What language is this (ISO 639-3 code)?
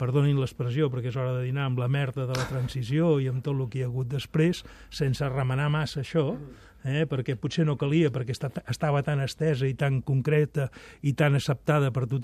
cat